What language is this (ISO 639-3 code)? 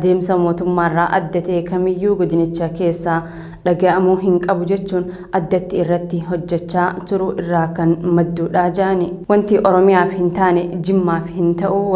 orm